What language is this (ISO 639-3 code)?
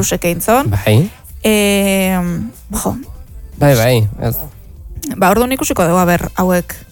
eus